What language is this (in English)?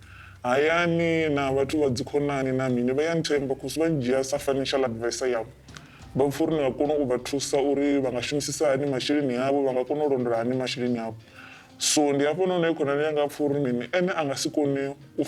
Venda